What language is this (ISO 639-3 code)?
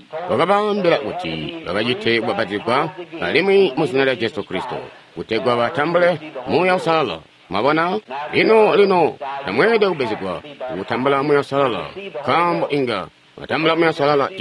toi